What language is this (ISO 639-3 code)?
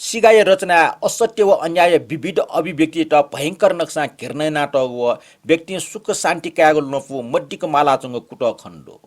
new